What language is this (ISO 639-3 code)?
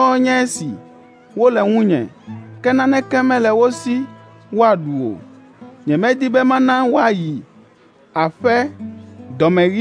ewe